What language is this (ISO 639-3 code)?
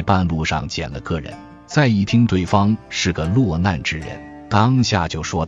zho